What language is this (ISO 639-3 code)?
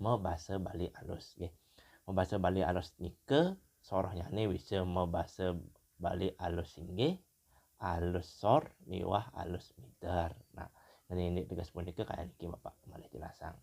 ban